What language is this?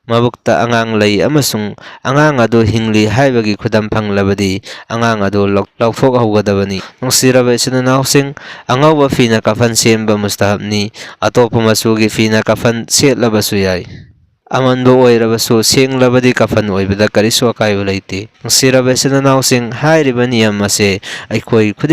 Manipuri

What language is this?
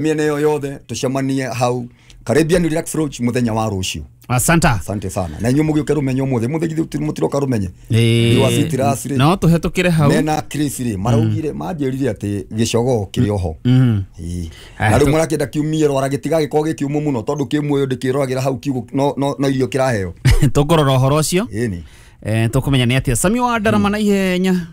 Kikuyu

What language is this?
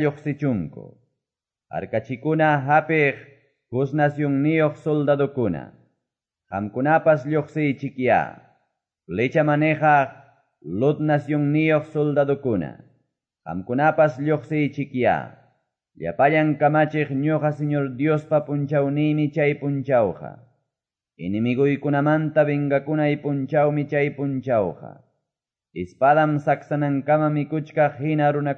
Quechua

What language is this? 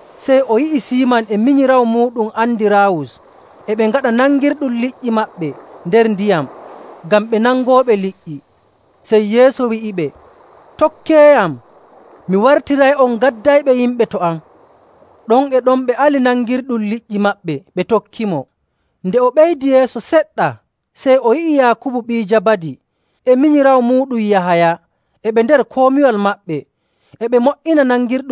Nigerian Fulfulde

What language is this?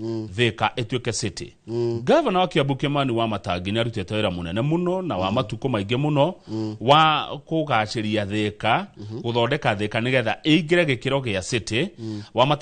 Kikuyu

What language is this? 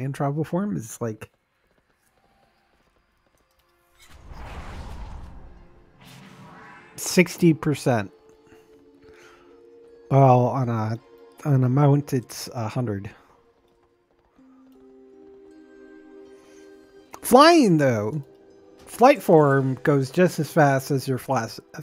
English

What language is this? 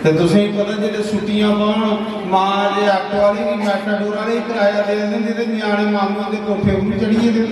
Dogri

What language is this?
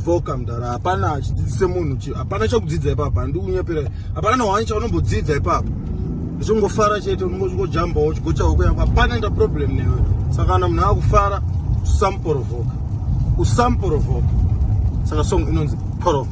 Shona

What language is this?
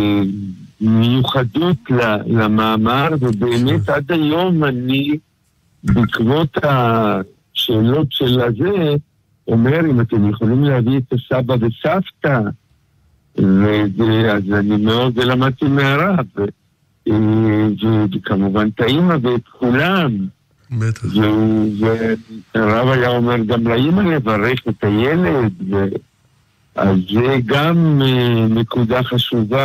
Hebrew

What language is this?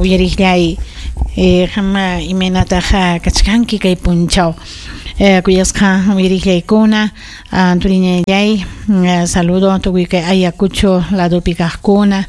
Ayacucho Quechua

